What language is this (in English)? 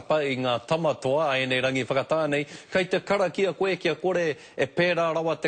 Māori